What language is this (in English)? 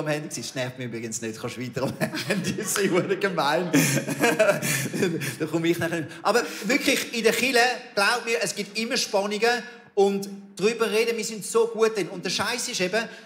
Swiss German